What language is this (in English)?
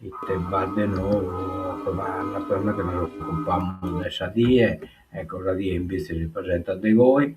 Sardinian